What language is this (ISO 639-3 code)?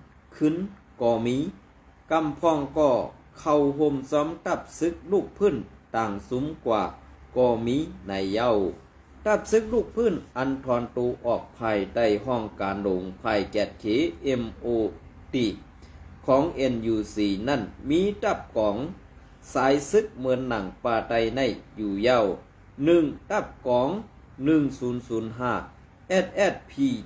shn